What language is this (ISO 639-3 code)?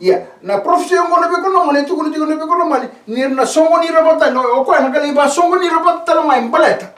fij